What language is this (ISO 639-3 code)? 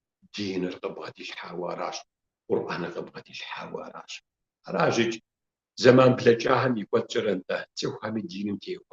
kbd